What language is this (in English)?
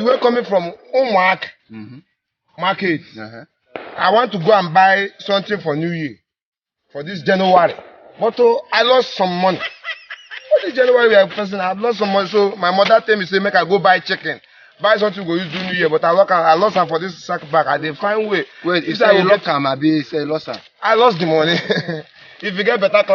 Nigerian Pidgin